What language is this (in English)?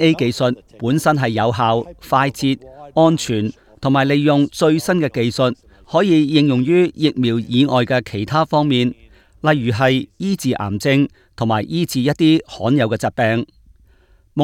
Cantonese